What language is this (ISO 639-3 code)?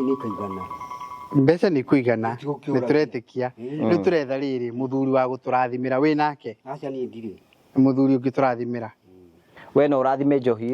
kik